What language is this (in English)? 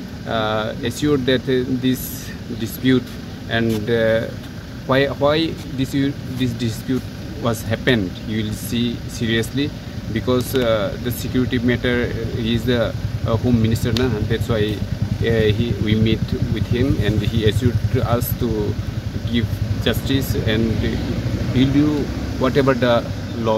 Kok Borok